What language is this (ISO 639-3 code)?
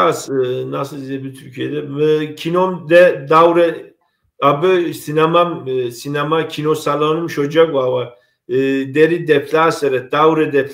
kbd